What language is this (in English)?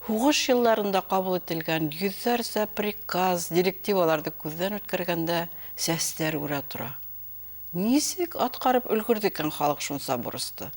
Bashkir